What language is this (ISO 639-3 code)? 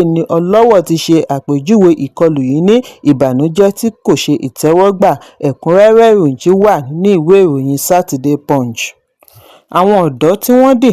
yor